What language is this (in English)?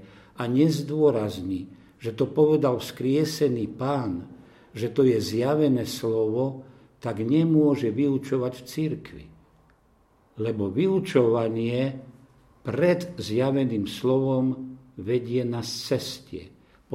Slovak